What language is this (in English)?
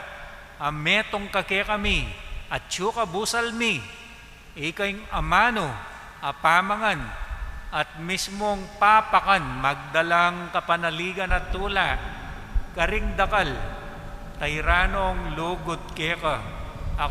Pampanga